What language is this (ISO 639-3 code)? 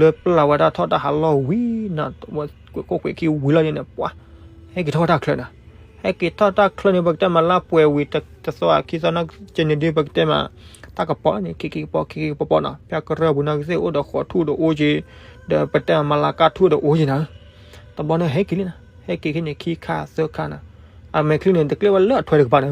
ksw